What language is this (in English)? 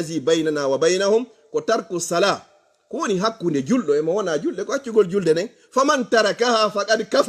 Fula